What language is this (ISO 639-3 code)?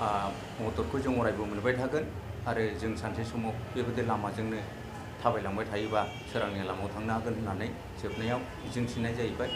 brx